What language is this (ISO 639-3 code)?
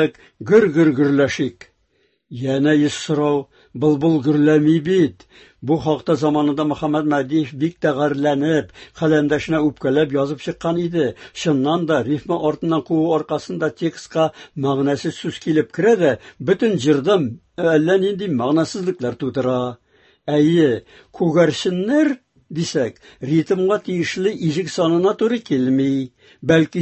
tat